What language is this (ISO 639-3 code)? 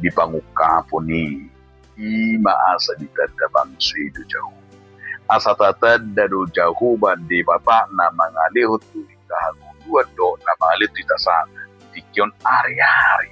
bbc